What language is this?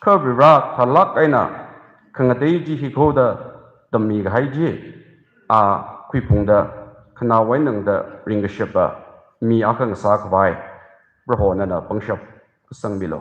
Tangkhul Naga (India)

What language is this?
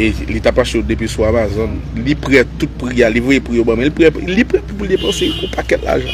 Haitian Creole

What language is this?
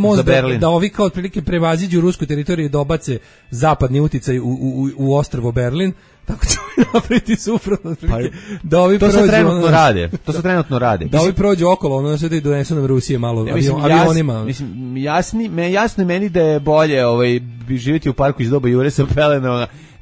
Serbian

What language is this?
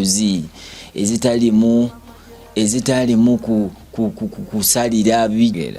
Ganda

